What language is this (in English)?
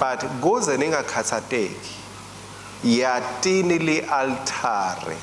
Swati